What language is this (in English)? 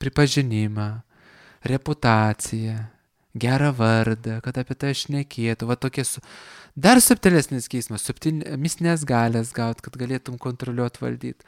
Lithuanian